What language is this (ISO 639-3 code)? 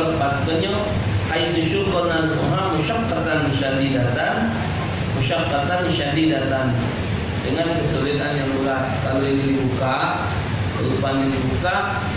mui